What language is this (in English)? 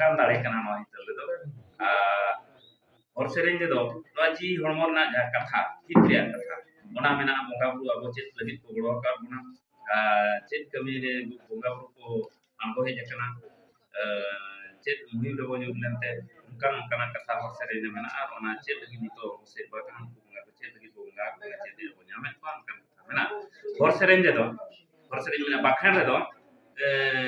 Santali